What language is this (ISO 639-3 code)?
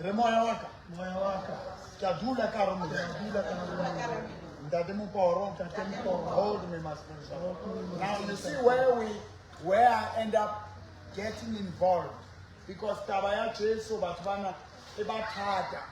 sot